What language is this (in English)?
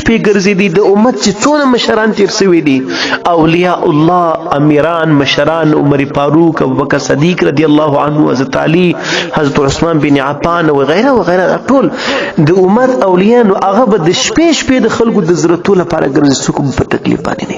Pashto